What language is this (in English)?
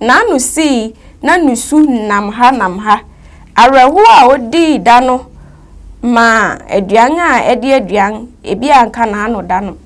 Akan